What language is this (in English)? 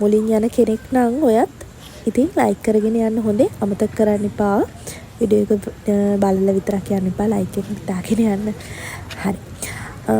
Sinhala